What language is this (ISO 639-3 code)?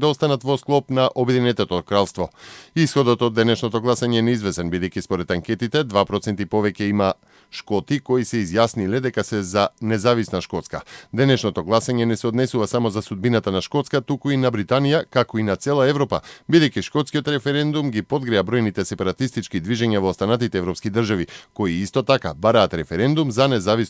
mkd